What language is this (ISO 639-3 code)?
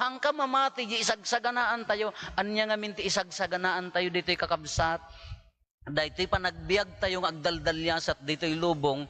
ilo